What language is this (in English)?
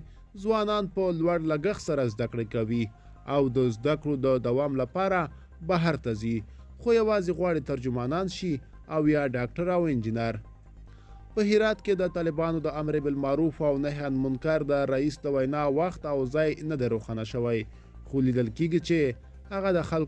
Pashto